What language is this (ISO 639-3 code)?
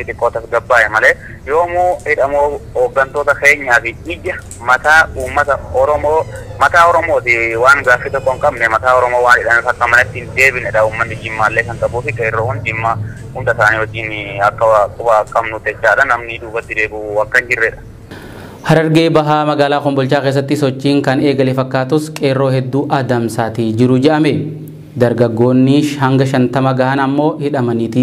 orm